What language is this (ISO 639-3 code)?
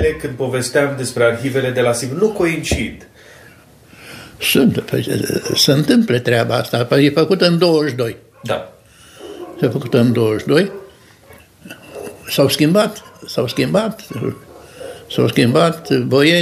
ron